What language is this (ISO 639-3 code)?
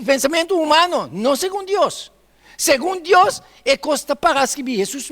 pap